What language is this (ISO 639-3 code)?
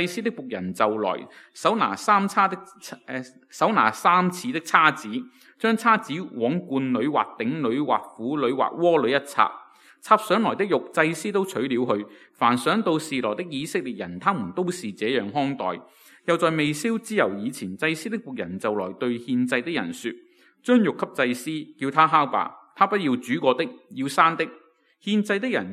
yue